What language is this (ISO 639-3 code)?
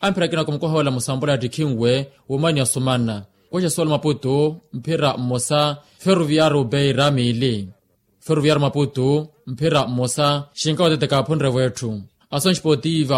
vmw